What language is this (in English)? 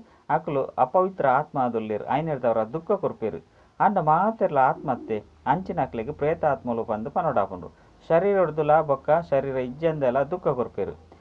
Tulu